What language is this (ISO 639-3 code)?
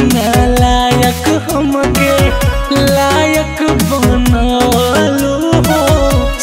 bho